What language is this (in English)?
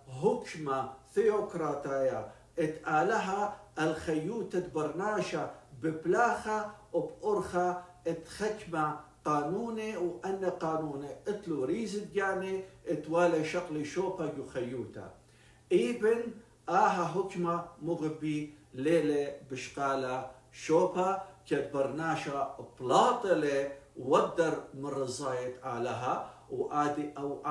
Assyrian Neo-Aramaic